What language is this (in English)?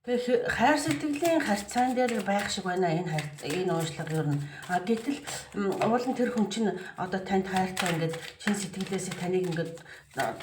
Mongolian